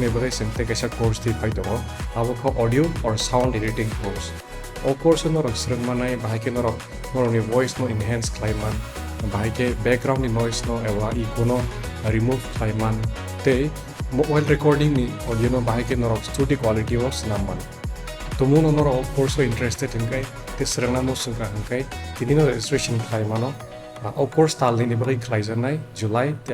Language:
Kok Borok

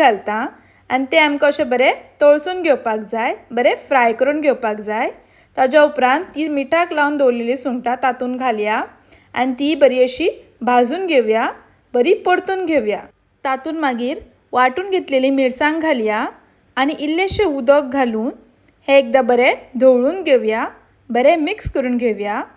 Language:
Konkani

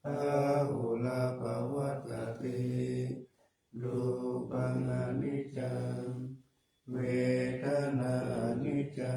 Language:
Pali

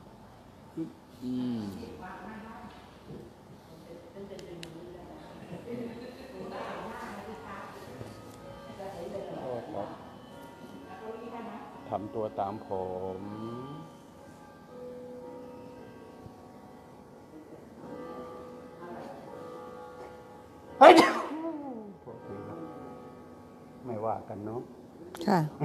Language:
Thai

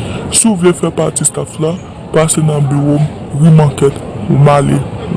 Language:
Haitian Creole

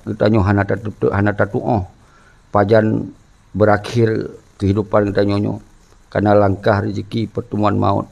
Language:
Achinese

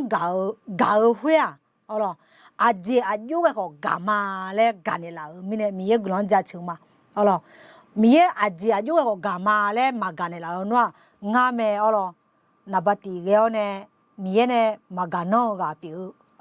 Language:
Akha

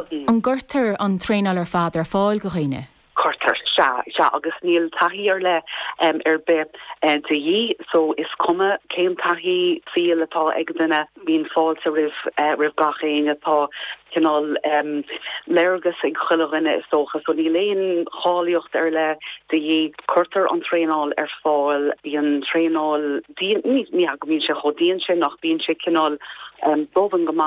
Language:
Irish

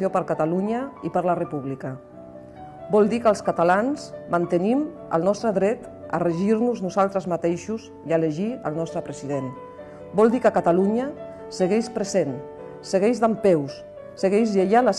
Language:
Catalan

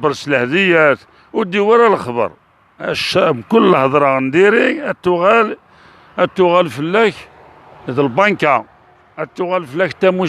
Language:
Algerian Arabic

